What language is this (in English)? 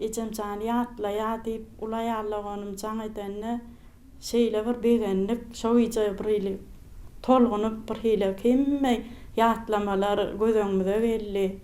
Turkmen